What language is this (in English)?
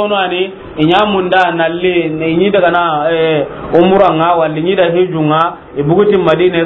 Soninke